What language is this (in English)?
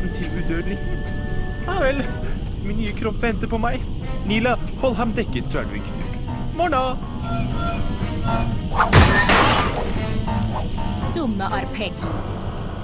Norwegian